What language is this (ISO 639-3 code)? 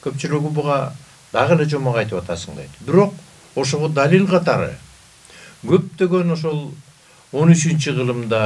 kir